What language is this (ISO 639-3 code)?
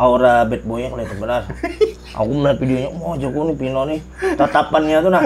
bjn